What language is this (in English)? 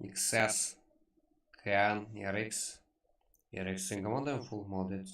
Kara-Kalpak